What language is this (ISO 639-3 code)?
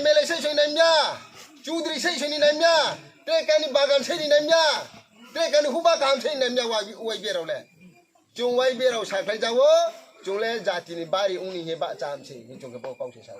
ria